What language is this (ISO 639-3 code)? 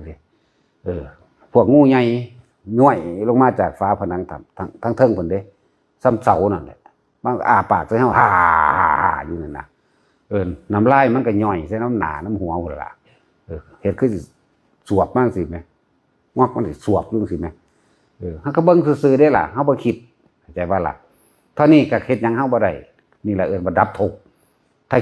tts